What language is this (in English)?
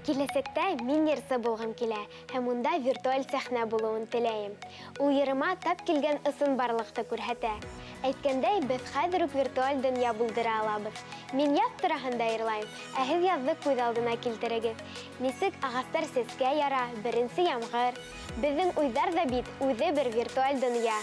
Bashkir